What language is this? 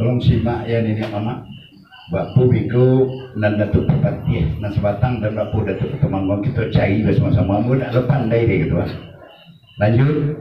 Minangkabau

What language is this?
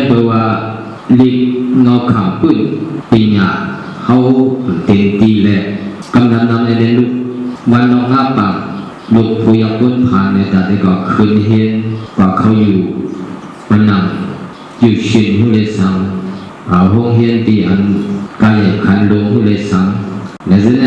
Shan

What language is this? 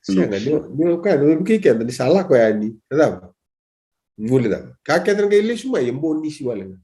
Fijian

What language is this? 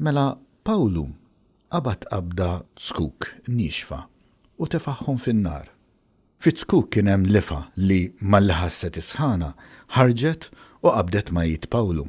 Maltese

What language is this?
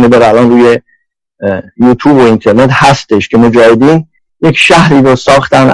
Persian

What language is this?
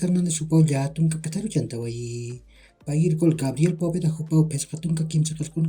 Aymara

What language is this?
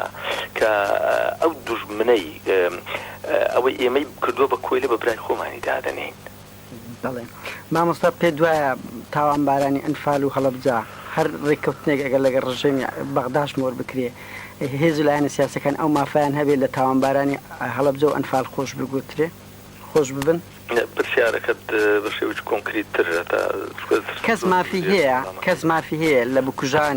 Central Kurdish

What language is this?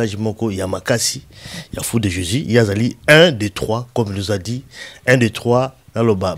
Lingala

